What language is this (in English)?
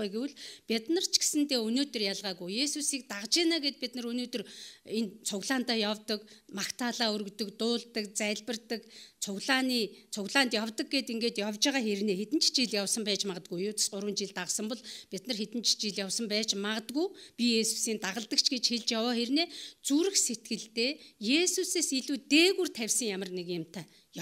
Mongolian